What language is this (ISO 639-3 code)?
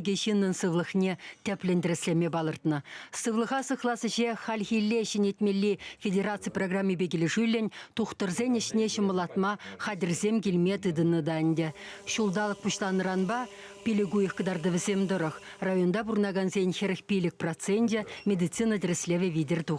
chv